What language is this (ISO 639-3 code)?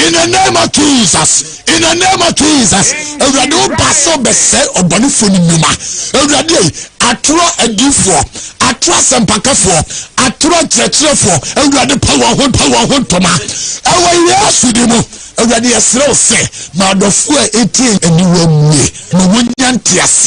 aka